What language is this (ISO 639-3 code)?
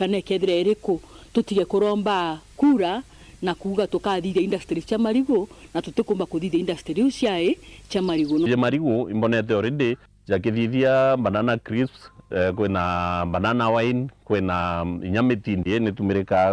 mer